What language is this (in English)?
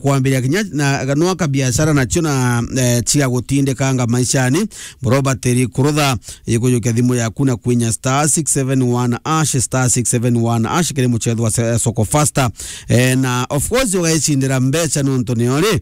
Meru